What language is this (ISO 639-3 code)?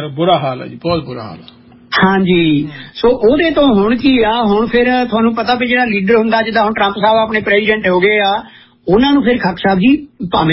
pan